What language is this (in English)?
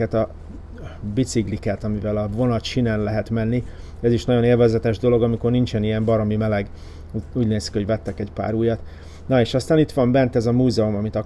Hungarian